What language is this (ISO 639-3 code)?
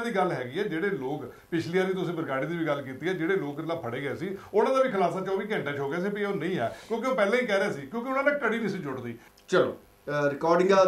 pan